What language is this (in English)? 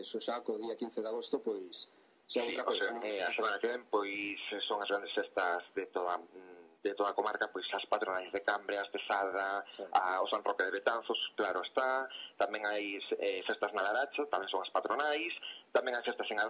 Galician